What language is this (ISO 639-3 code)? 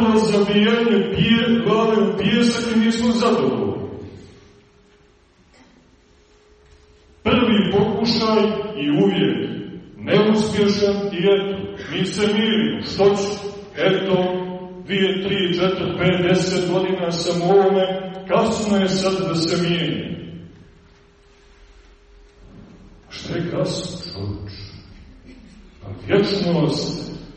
srp